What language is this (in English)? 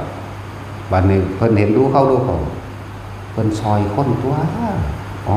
Northeastern Thai